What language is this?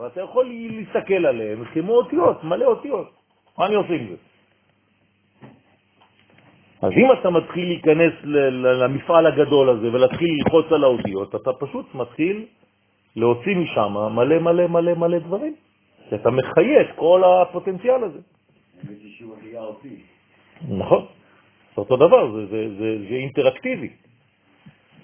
Hebrew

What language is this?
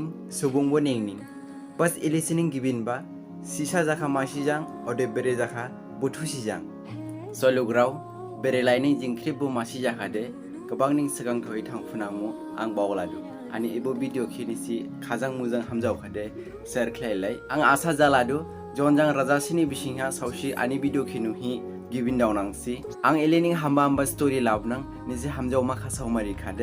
Dimasa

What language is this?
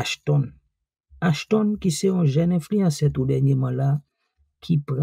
Haitian Creole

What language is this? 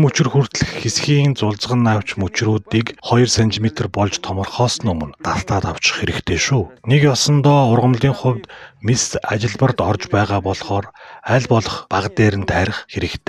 Mongolian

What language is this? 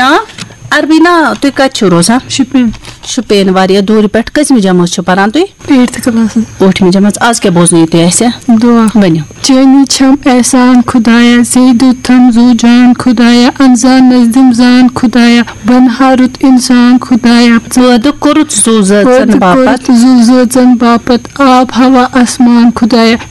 Kashmiri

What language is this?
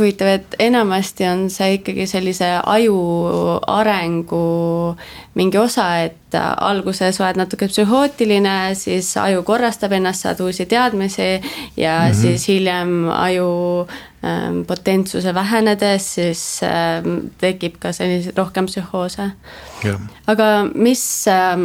Estonian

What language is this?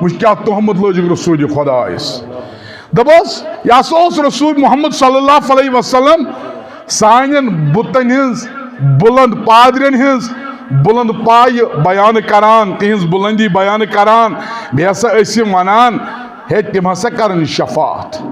Kashmiri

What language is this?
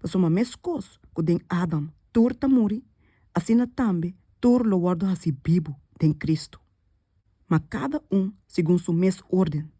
Papiamento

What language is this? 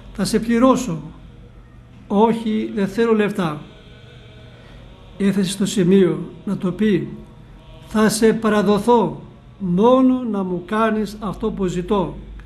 Greek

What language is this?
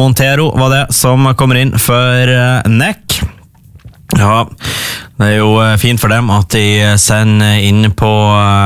Norwegian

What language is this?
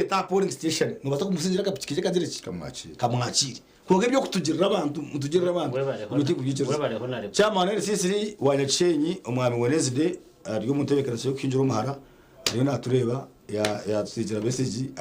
Nyankole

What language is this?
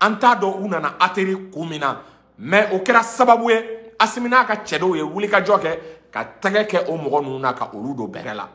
Bambara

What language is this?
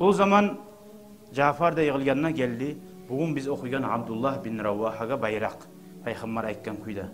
Kumyk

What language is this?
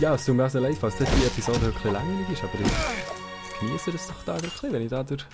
Swiss German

